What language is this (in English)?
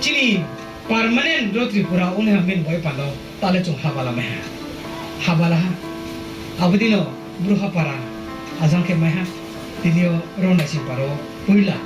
Riang (India)